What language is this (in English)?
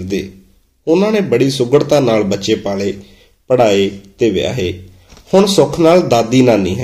Punjabi